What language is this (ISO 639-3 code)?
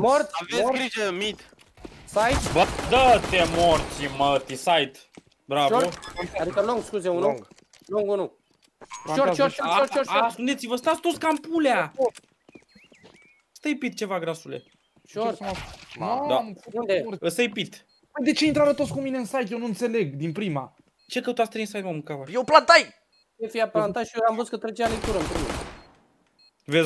ron